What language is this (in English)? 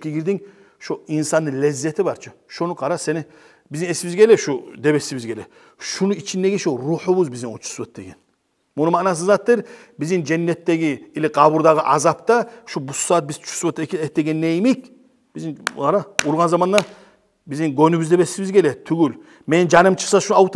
Kumyk